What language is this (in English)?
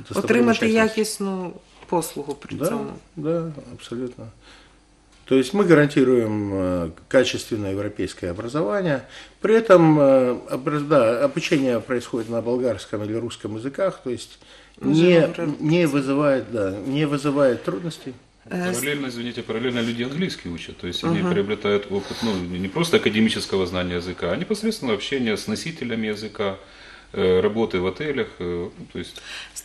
Russian